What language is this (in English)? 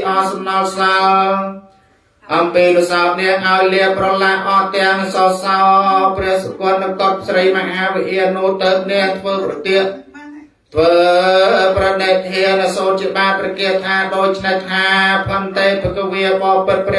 Khmer